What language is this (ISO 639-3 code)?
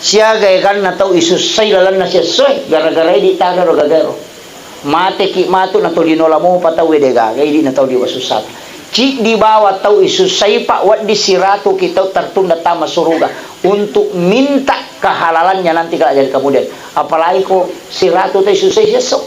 bug